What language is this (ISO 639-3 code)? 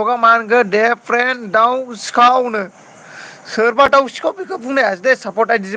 brx